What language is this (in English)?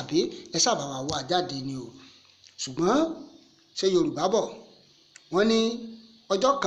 Yoruba